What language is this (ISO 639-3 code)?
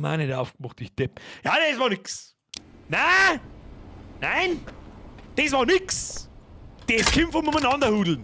bar